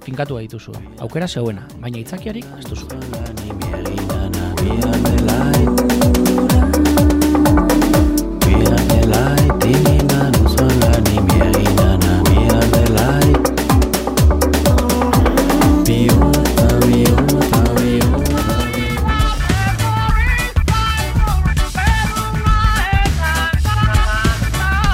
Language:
Basque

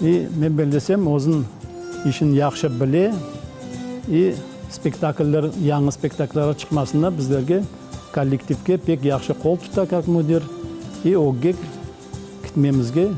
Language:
Crimean Tatar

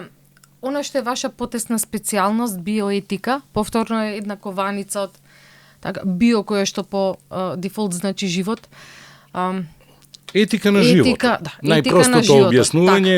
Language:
Macedonian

